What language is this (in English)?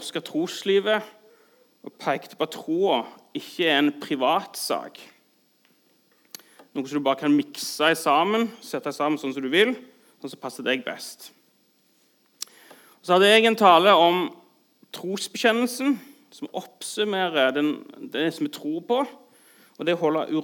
Norwegian